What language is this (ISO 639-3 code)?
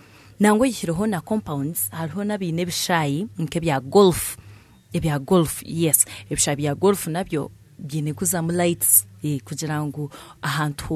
nyn